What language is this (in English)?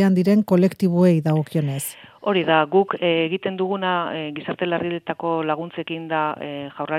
Basque